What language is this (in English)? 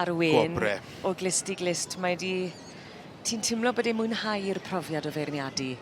Welsh